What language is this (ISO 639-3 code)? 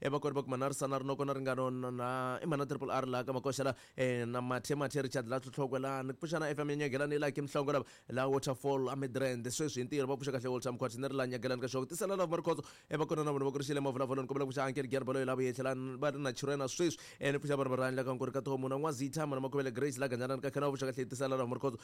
tso